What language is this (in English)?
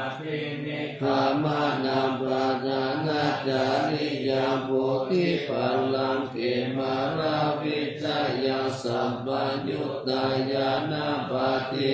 Pali